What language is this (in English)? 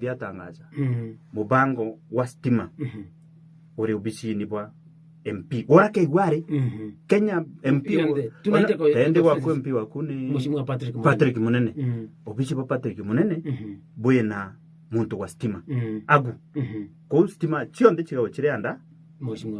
Meru